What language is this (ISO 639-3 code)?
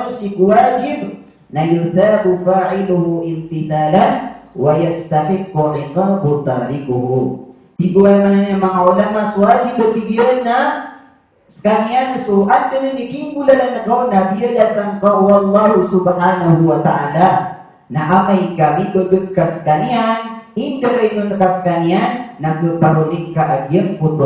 mrw